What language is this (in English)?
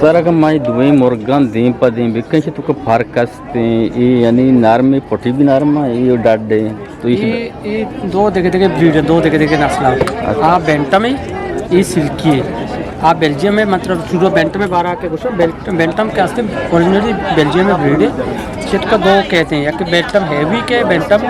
Eastern Balochi